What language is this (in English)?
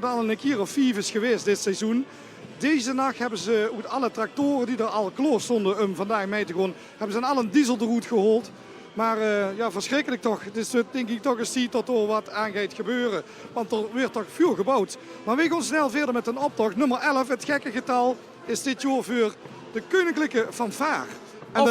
Limburgish